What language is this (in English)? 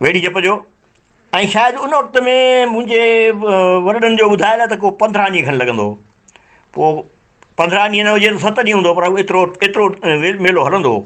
Sindhi